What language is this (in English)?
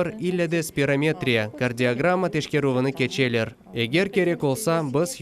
Crimean Tatar